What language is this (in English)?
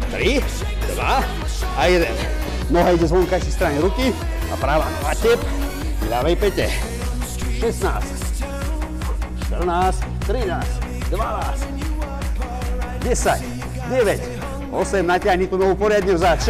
Slovak